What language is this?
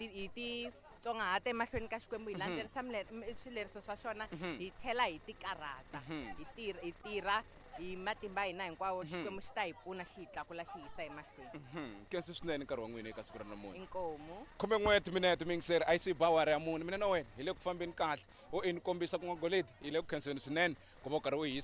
Tsonga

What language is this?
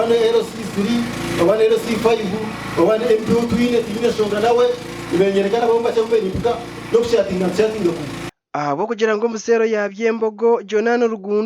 Nyankole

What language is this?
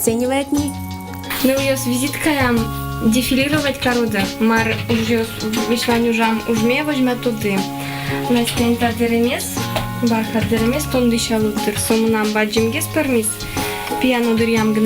Udmurt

